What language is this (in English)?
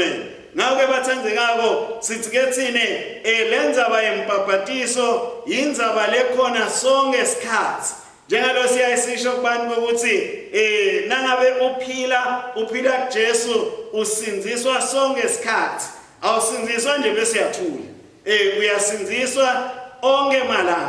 Swati